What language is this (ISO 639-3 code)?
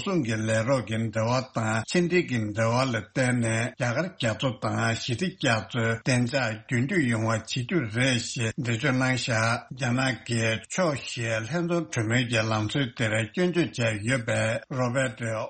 bod